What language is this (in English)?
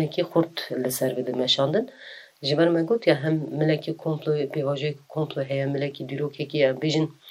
Kurdish